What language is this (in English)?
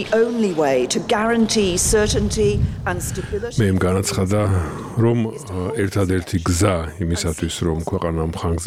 Georgian